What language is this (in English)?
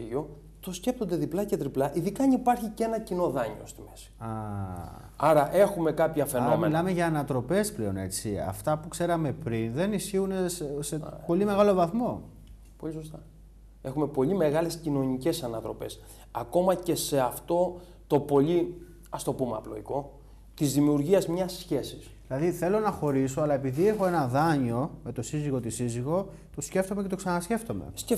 Greek